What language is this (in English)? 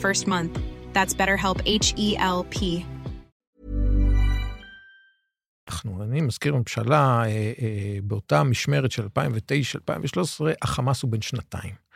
Hebrew